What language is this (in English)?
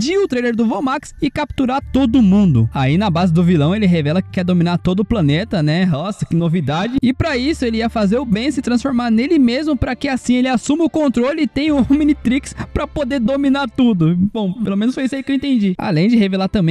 Portuguese